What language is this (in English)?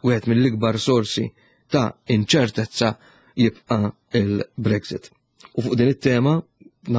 Maltese